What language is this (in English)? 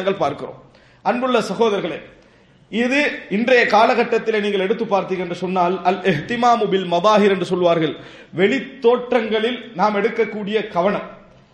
Tamil